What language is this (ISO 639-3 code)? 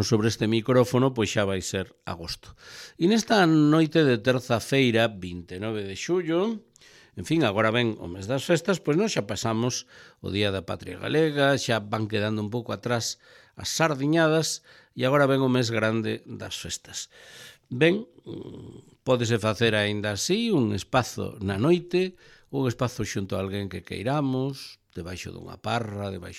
glg